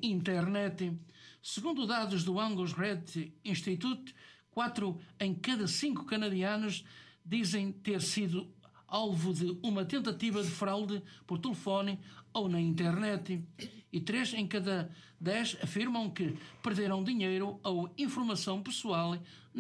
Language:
Portuguese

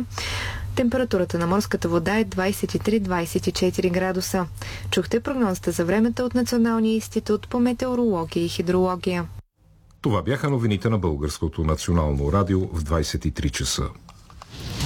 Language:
Bulgarian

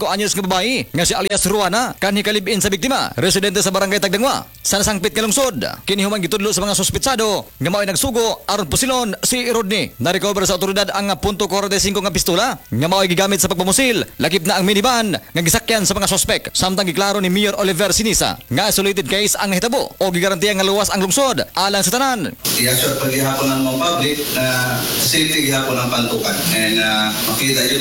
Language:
Cebuano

